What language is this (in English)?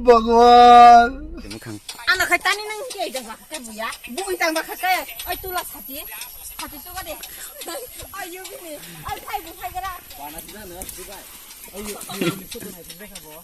Kok Borok